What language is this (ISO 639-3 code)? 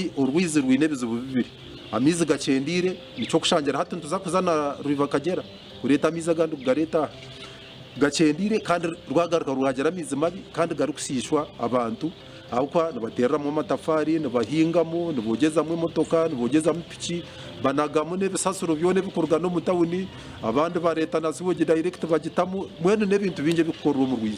nyn